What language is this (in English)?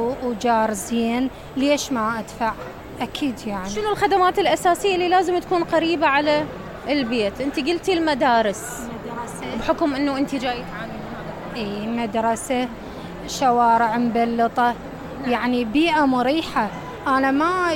Mesopotamian Arabic